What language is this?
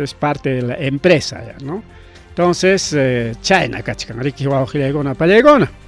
Ayacucho Quechua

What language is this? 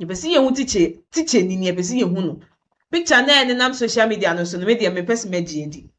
Akan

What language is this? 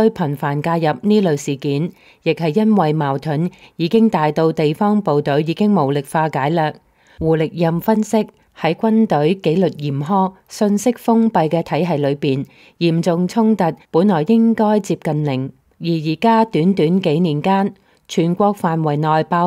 Cantonese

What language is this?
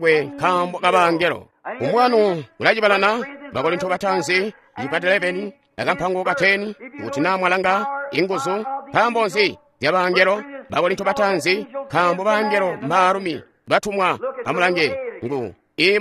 Tonga (Zambia)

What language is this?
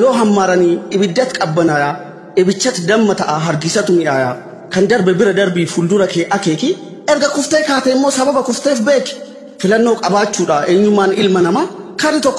Oromo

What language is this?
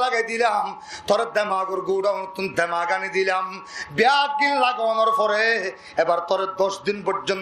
Rohingya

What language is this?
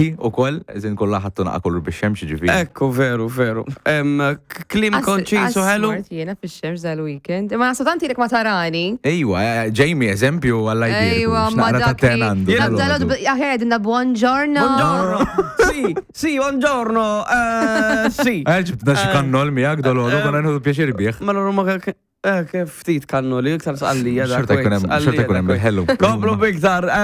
Maltese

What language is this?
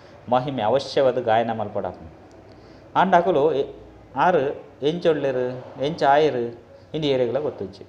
Tulu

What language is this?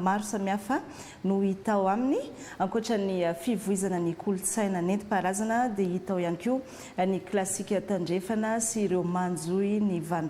Malagasy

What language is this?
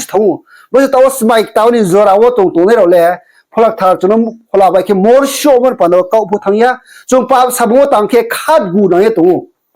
Riang (India)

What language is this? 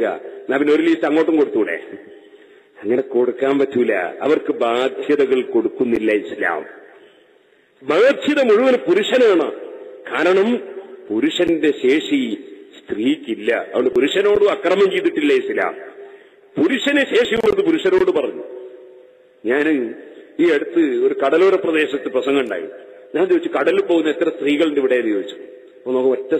Malayalam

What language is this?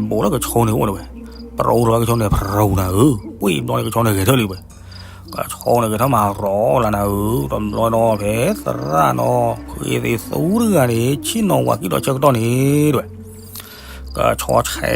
S'gaw Karen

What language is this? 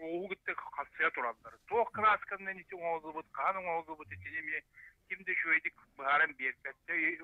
Yakut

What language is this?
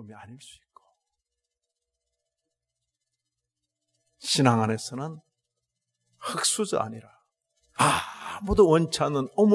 Korean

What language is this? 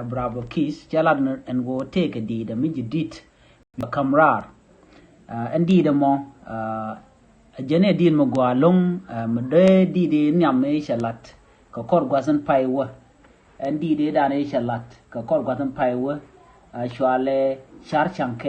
Nuer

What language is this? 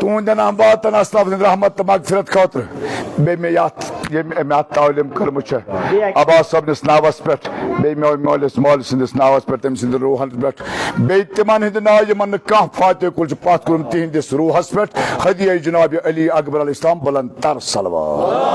Kashmiri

